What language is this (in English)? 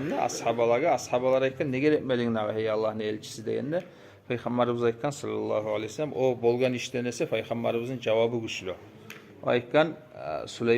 Kumyk